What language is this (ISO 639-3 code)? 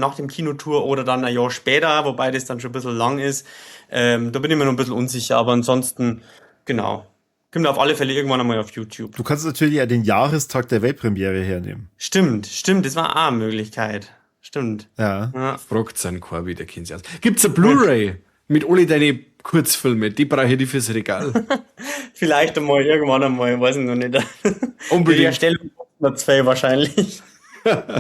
bar